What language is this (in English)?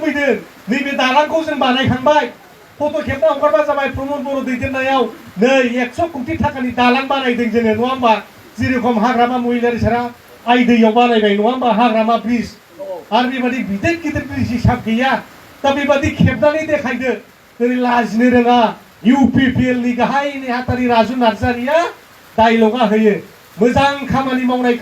Bodo